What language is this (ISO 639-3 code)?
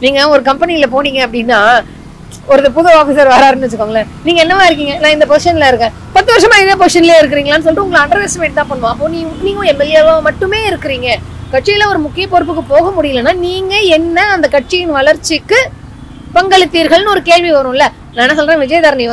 tam